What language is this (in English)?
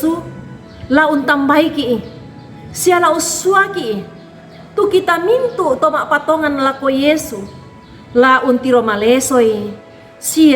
Toraja-Sa'dan